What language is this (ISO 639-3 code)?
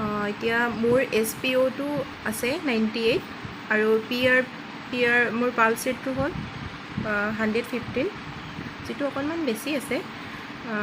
asm